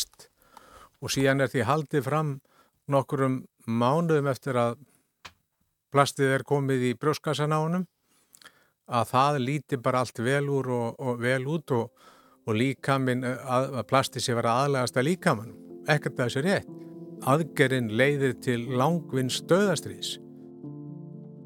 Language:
Icelandic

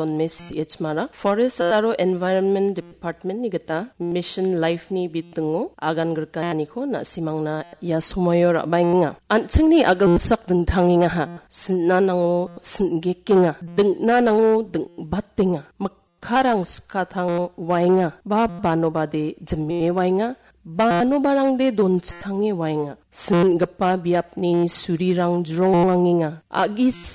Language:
Garo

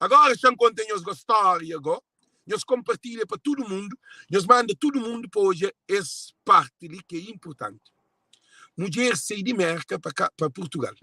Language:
Kabuverdianu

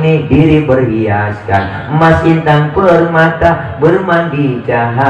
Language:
Betawi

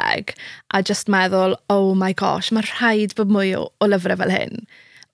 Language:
Welsh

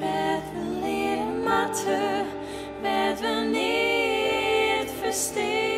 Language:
Western Frisian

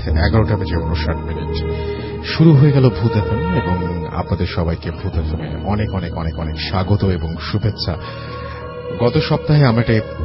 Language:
Bangla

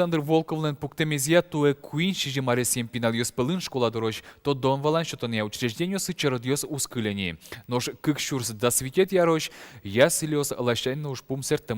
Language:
Udmurt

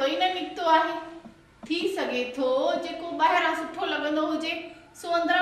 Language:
Sindhi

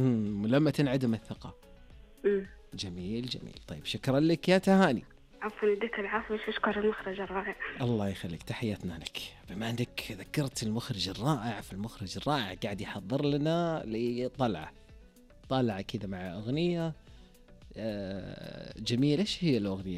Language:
Najdi Arabic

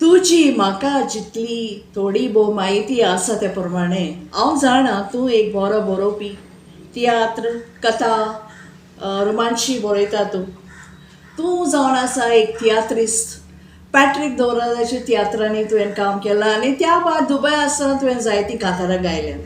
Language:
Konkani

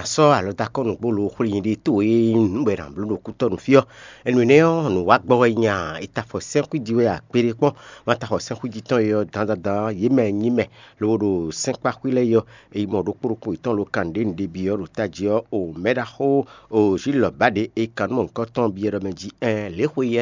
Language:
Fon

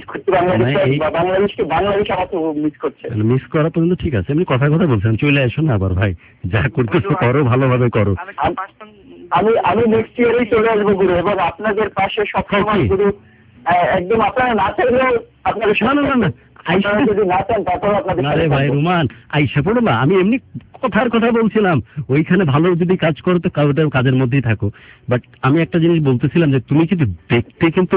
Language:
Bangla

